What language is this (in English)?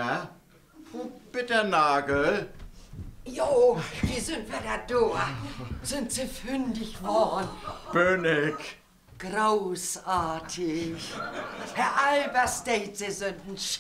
Low German